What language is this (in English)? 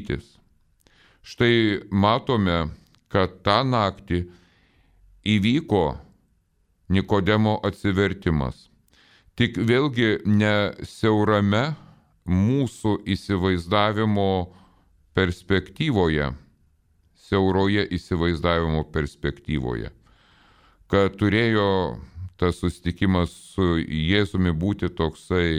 Lithuanian